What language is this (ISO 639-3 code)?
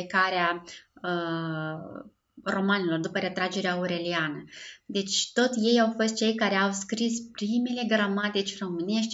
ron